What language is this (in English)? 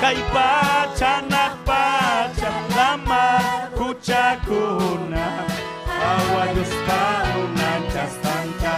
Ayacucho Quechua